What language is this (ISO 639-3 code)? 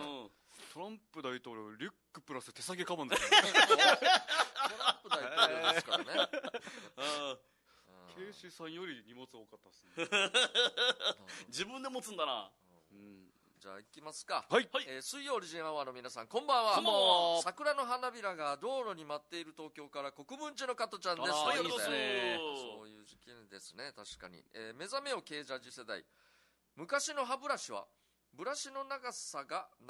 jpn